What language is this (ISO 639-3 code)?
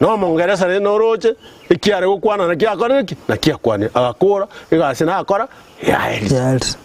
guz